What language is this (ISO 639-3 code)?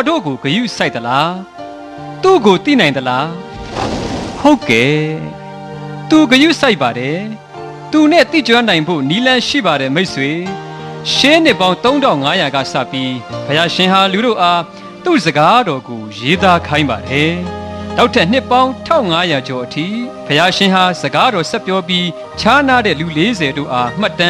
mya